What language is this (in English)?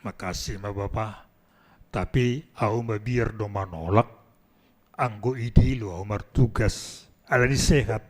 Batak Simalungun